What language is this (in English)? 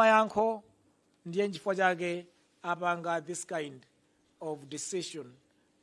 Nyanja